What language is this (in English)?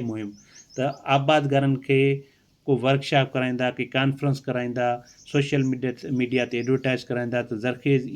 Sindhi